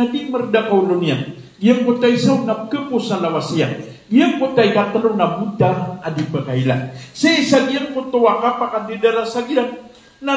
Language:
Maranao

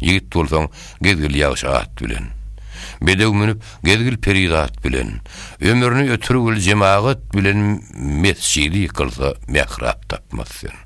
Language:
Turkmen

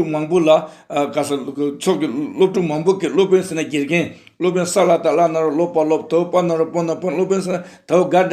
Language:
Tibetan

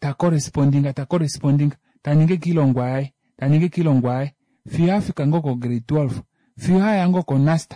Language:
Kuanyama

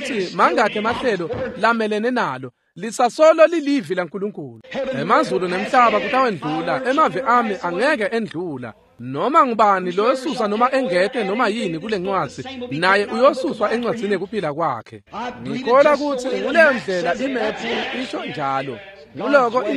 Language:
Swati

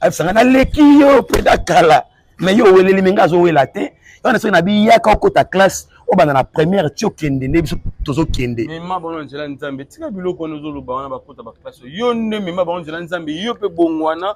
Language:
Lingala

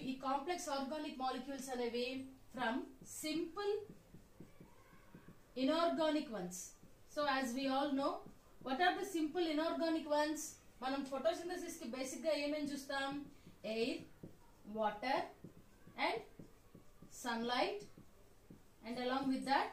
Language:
Telugu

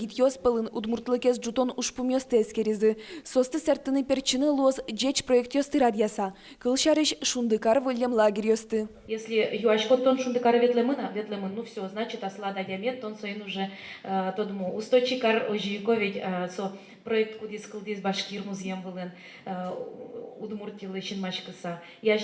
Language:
Udmurt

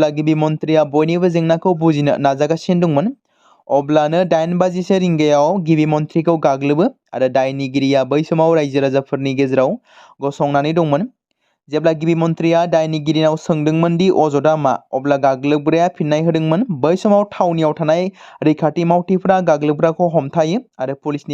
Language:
Bodo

